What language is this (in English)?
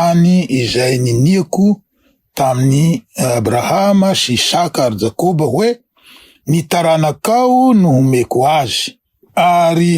Malagasy